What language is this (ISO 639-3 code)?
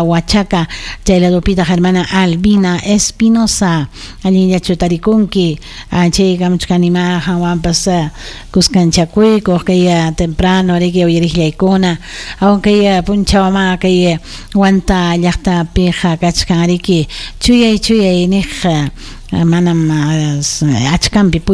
quy